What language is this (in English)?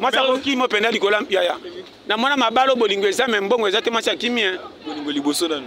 Lingala